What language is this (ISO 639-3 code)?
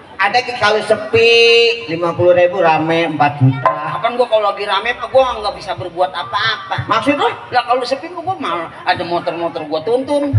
bew